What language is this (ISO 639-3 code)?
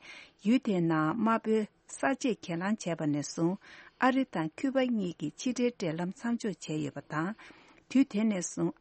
bod